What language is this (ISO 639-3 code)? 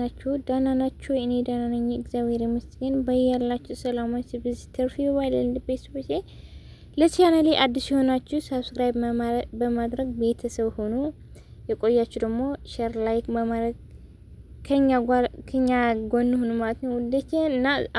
amh